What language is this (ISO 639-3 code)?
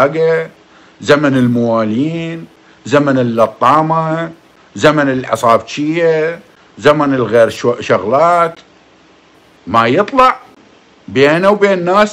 acm